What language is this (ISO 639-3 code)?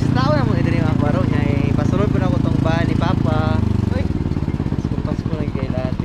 ceb